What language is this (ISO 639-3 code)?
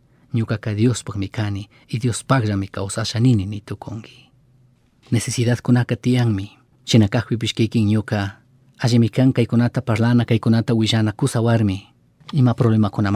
qug